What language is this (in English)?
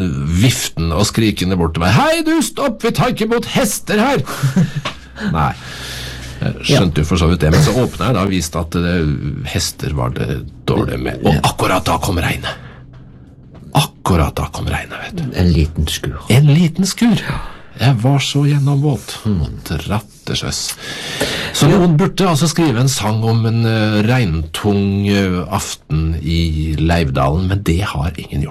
Norwegian